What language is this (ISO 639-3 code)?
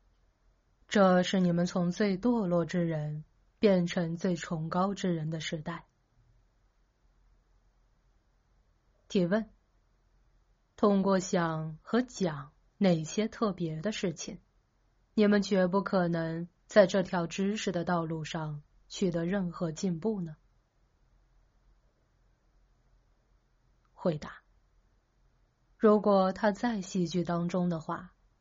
zho